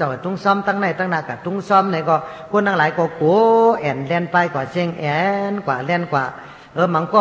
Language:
Shan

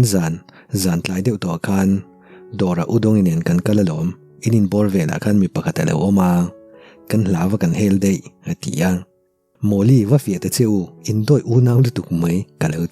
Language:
Mizo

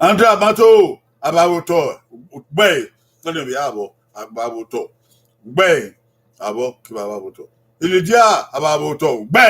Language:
Bini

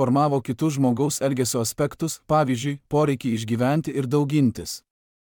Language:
Lithuanian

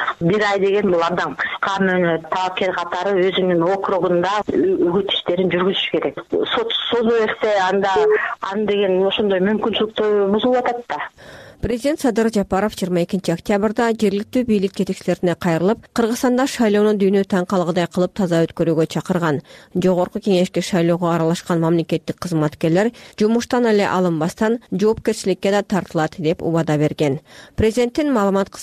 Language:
Kyrgyz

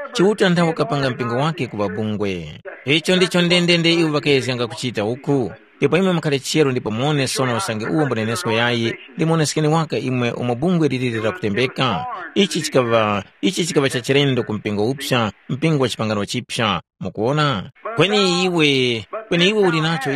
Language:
Tumbuka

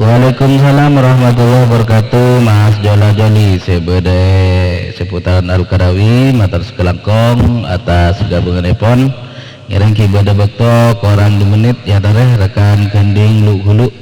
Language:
Madurese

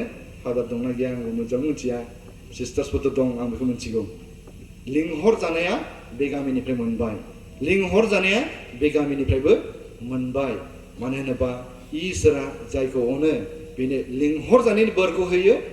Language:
Bodo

